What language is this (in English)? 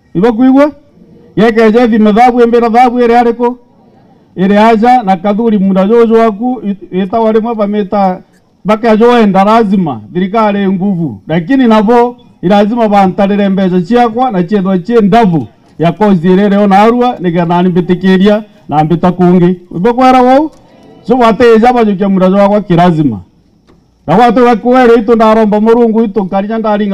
Meru